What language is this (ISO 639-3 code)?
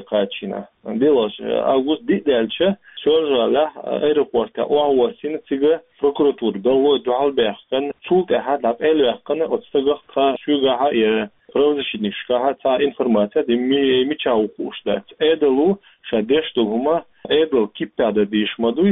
che